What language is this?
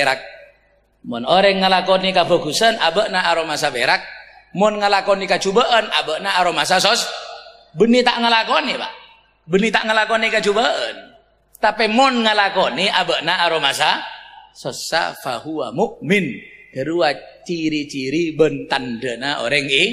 Madurese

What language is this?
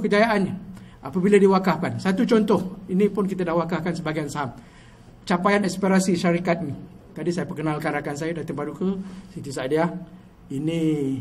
Malay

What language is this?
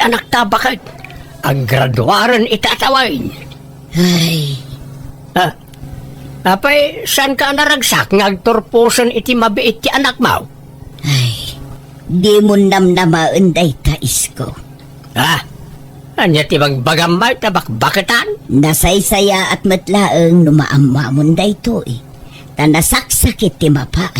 Iloko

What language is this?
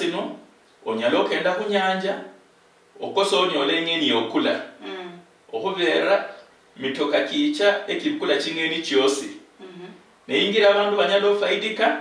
Luyia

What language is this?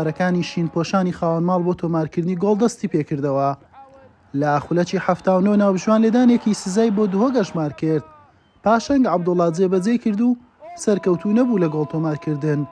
Central Kurdish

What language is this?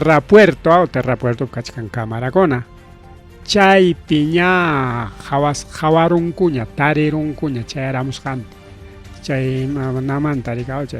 Ayacucho Quechua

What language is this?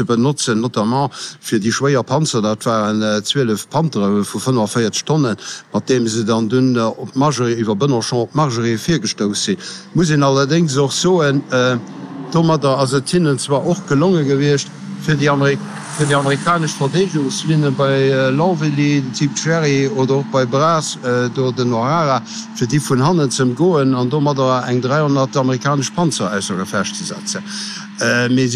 Luxembourgish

